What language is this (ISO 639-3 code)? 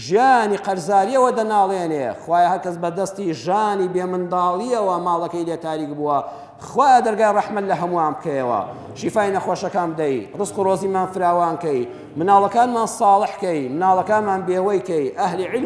ckb